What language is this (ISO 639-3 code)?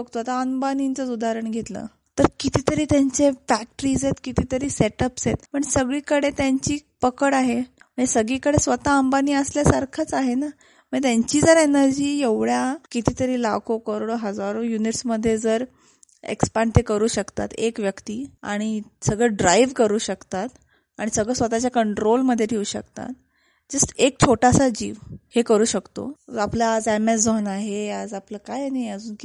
mar